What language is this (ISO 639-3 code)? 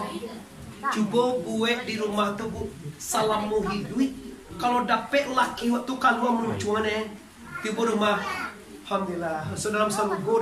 min